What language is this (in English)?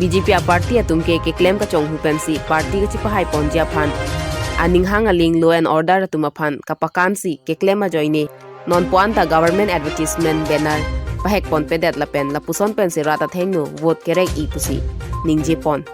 Karbi